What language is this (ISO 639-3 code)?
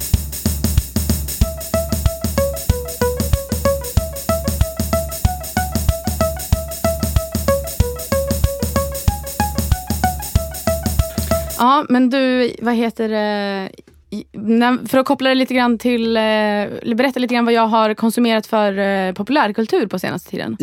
swe